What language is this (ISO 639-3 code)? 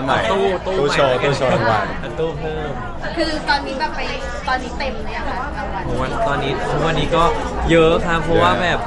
tha